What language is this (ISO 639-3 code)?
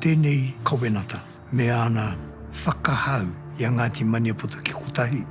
mri